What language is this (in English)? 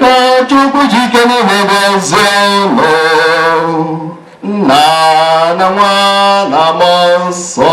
Igbo